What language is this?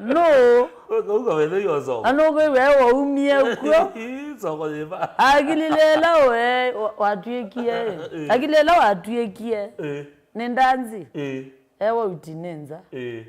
Kamba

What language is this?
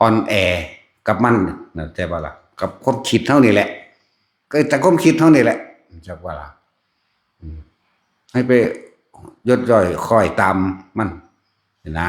Northeastern Thai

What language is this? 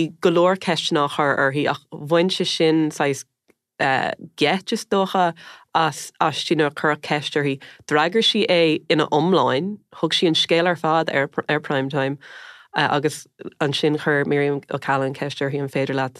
Irish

